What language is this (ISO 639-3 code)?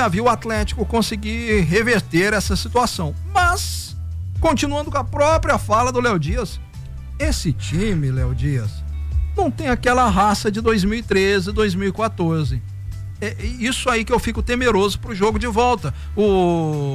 por